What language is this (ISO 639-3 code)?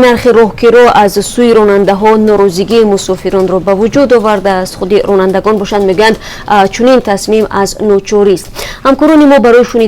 tgk